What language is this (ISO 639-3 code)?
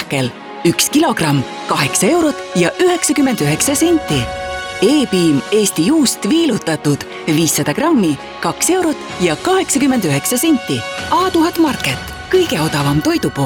est